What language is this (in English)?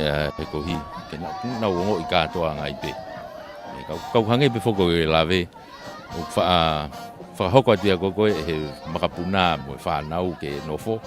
Tongan